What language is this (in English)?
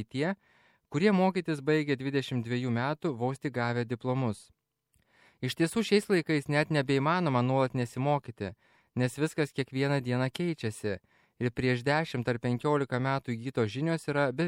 Lithuanian